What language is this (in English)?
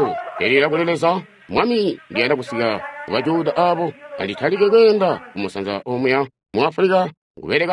Tonga (Zambia)